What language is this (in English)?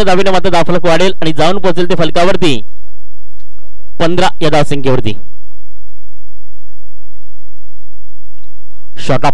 Marathi